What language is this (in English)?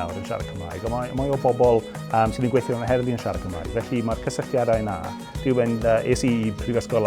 Welsh